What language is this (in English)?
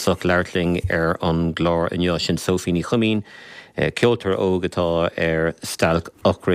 Irish